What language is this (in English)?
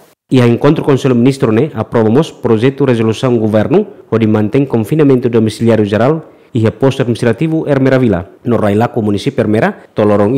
Tetum